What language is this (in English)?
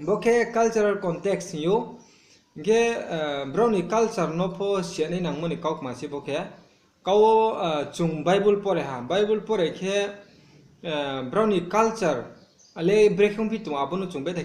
Riang (India)